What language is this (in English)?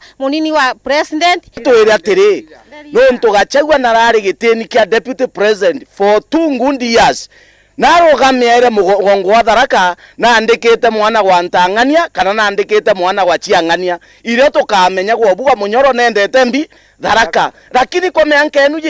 Meru